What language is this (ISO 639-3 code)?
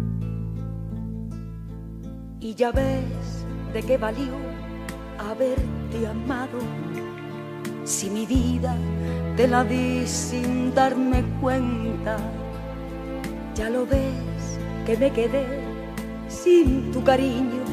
spa